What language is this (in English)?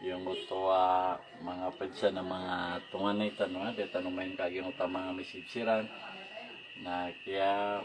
Maranao